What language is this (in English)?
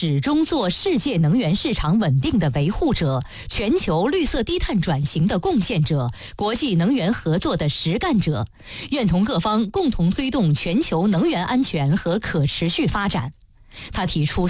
Chinese